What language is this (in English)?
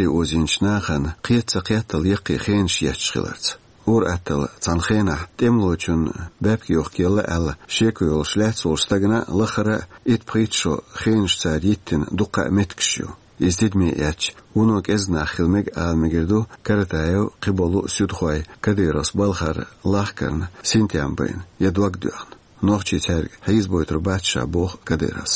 Chechen